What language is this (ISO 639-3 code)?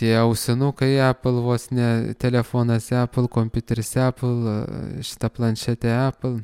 lit